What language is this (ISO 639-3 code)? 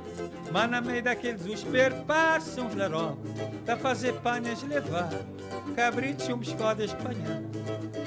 por